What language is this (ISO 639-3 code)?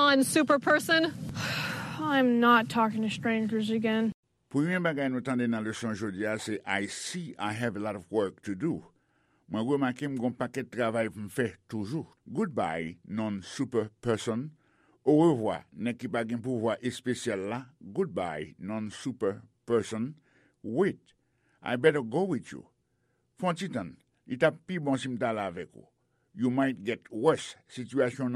hat